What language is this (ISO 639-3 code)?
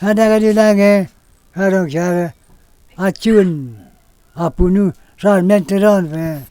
mjw